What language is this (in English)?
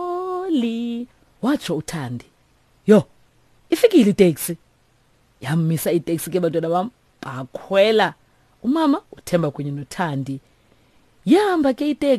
Xhosa